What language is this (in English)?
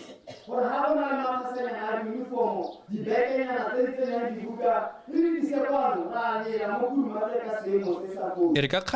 Tswana